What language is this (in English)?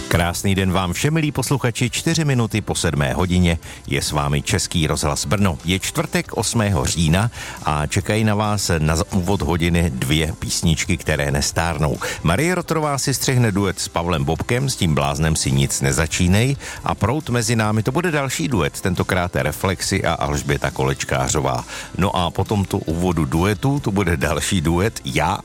Czech